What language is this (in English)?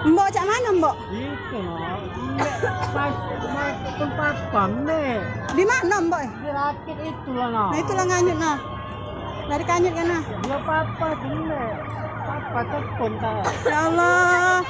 Musi